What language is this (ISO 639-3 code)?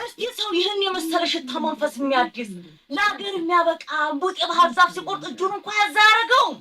amh